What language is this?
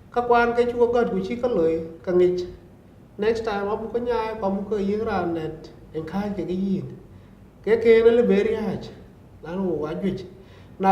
Dinka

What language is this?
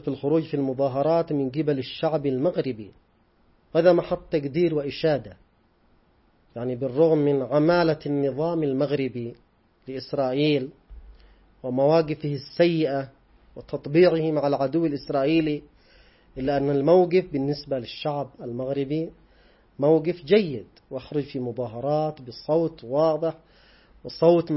Arabic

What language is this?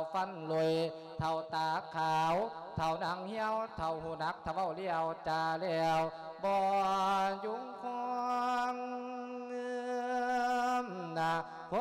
Lao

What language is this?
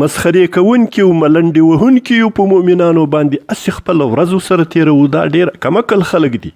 Pashto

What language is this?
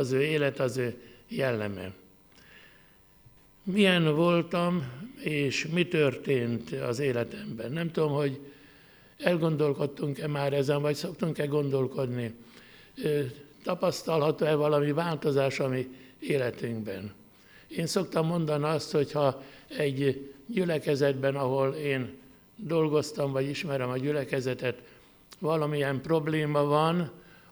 Hungarian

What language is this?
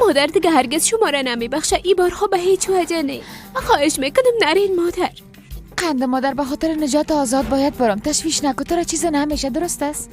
Persian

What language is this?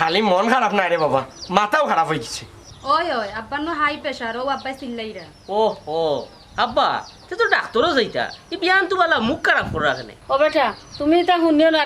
Sylheti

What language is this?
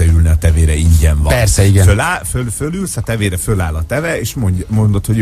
Hungarian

